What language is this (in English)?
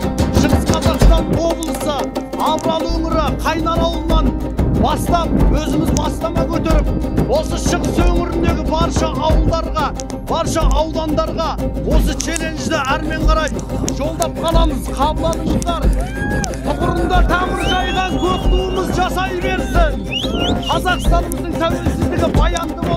Kazakh